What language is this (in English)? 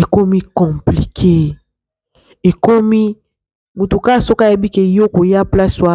Lingala